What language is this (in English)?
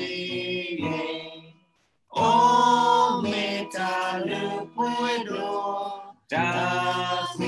S'gaw Karen